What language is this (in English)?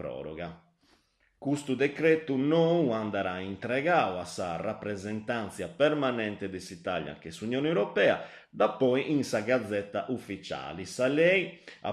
Sardinian